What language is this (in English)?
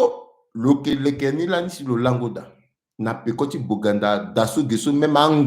Sango